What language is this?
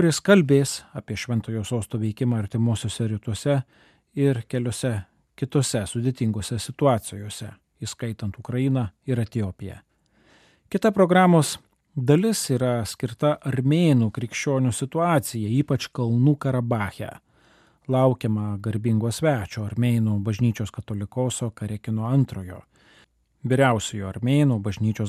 Lithuanian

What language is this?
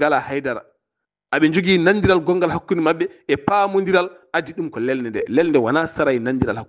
Fula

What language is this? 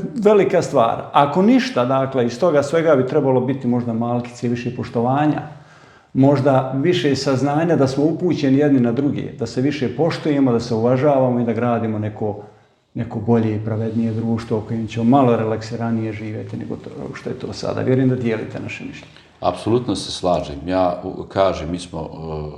Bosnian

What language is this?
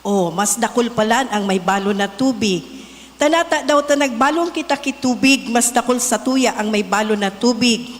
Bikol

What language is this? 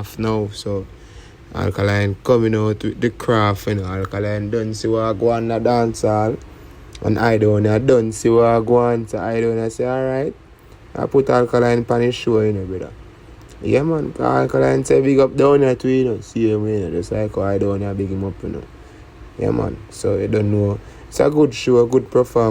Jamaican Creole English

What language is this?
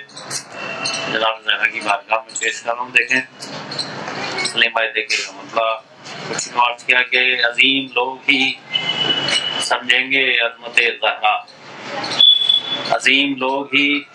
Urdu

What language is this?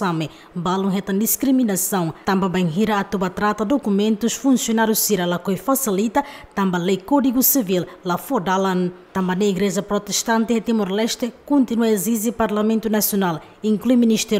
Tetum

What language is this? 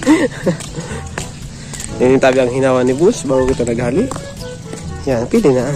Bikol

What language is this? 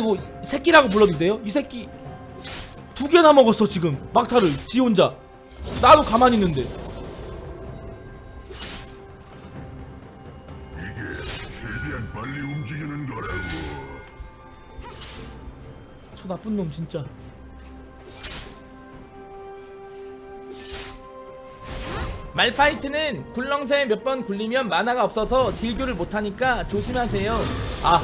Korean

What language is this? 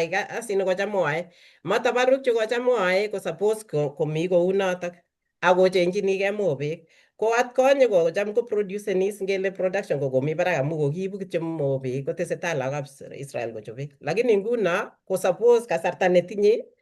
Kalenjin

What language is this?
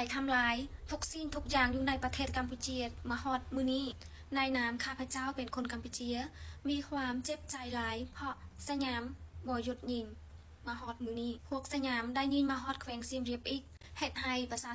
Lao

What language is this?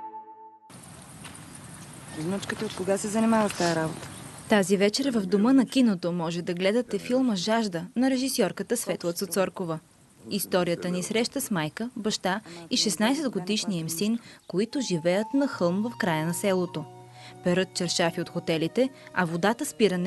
Bulgarian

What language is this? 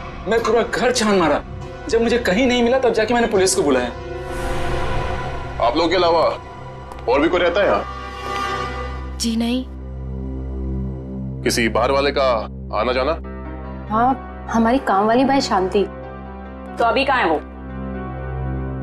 Hindi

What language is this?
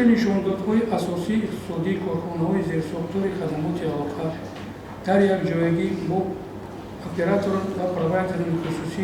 Tajik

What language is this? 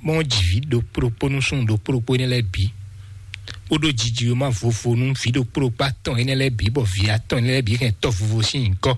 Fon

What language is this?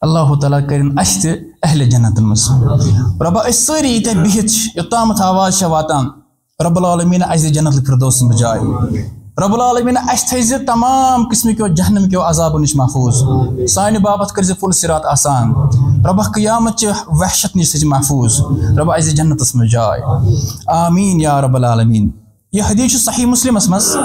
Kashmiri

